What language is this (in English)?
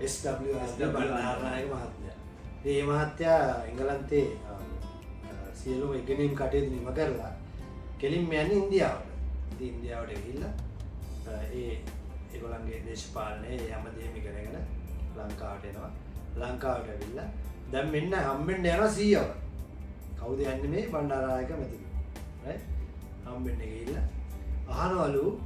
Sinhala